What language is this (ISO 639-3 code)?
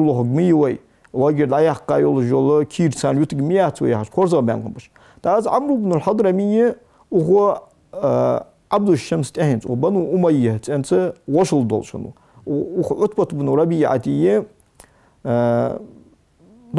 inh